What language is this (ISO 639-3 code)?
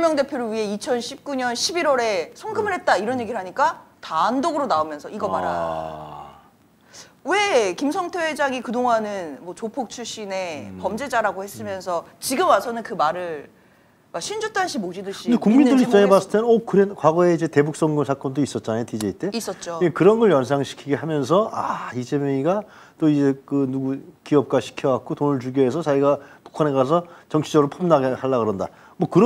kor